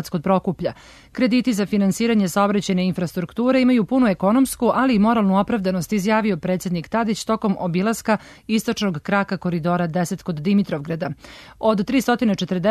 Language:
Serbian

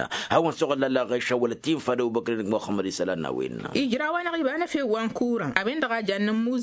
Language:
Tamasheq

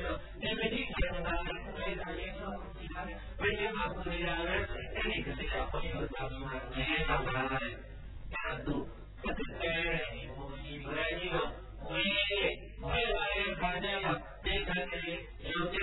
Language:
Burmese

